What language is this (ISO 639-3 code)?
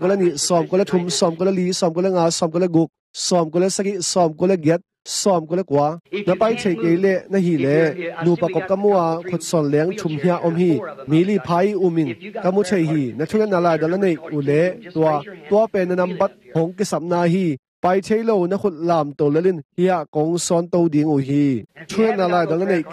ctd